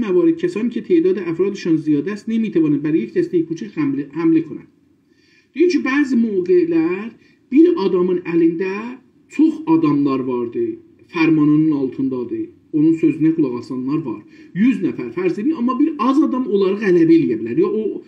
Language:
South Azerbaijani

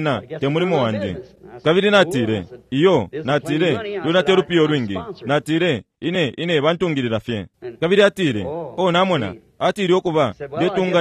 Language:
Bemba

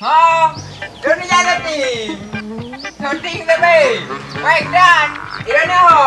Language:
Achinese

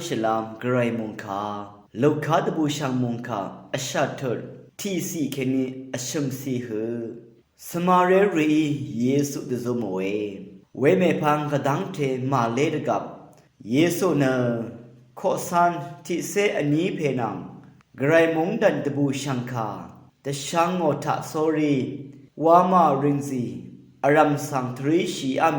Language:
Rawang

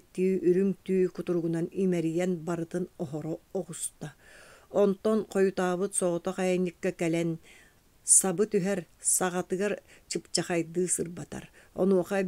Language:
Yakut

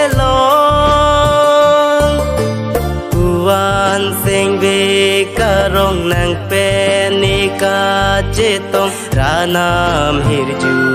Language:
Karbi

